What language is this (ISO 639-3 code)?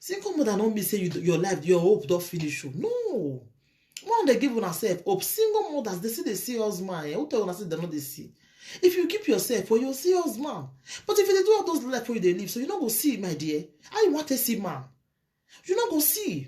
pcm